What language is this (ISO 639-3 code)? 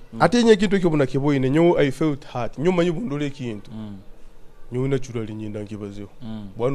nyo